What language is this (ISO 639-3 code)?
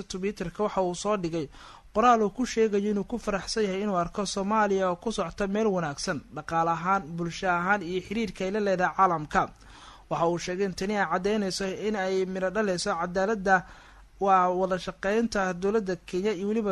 som